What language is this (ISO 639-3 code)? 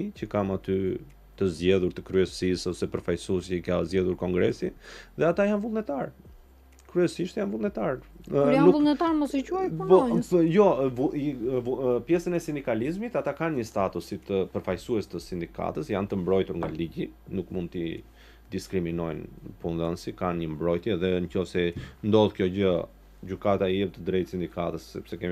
sqi